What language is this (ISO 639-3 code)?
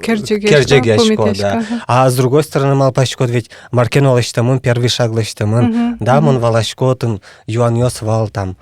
udm